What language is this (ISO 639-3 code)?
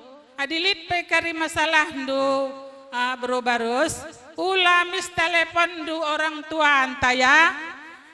btx